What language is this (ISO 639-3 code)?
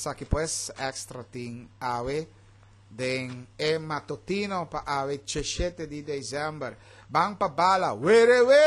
pap